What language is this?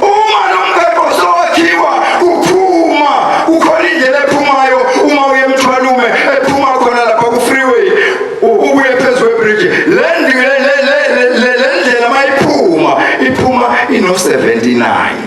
Zulu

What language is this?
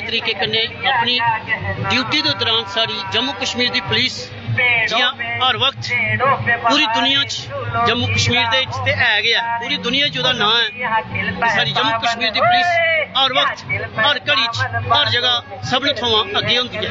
Dogri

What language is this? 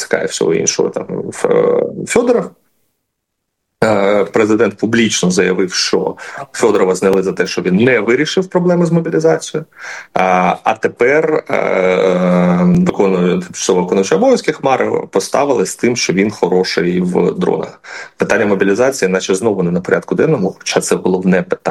Ukrainian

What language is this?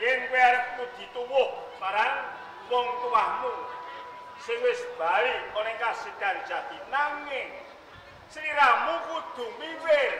Javanese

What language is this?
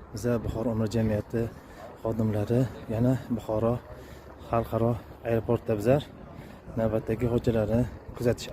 Uzbek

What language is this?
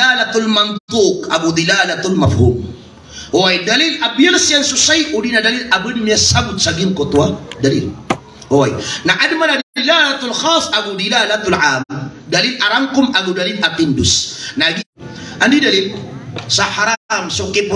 Maranao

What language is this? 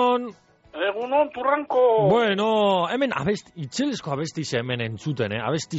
Basque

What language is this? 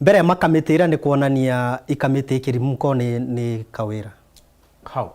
Meru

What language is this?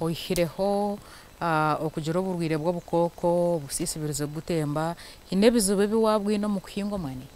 Nyankole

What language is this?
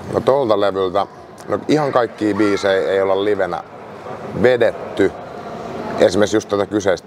Finnish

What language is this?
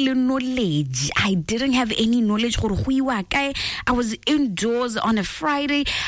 Tswana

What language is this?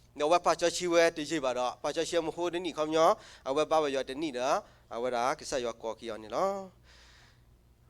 S'gaw Karen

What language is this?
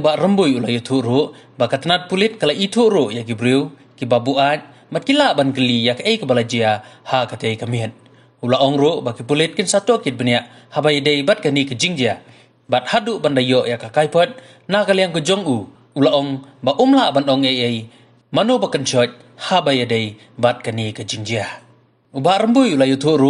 Khasi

